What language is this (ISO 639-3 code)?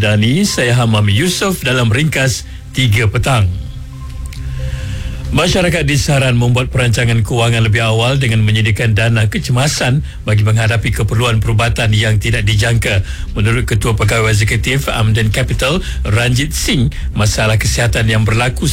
msa